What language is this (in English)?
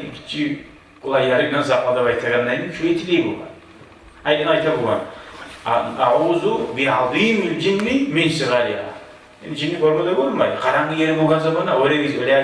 Kumyk